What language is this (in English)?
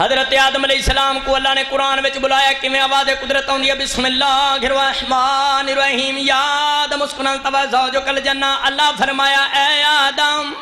Saraiki